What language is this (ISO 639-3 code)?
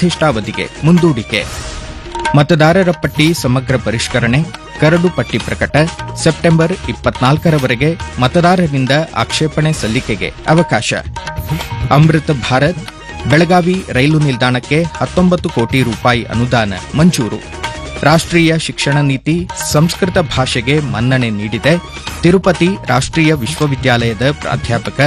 kan